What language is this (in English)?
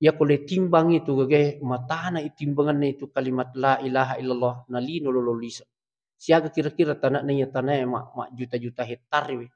Buginese